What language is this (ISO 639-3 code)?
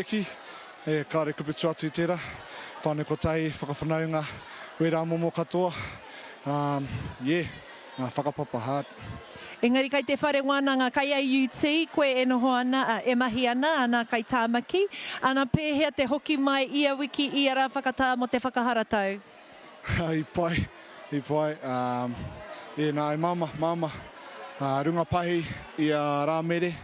mri